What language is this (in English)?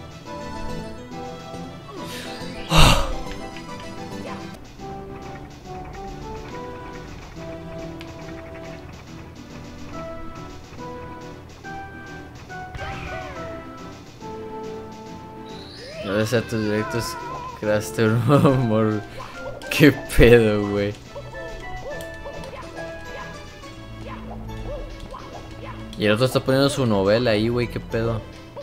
Spanish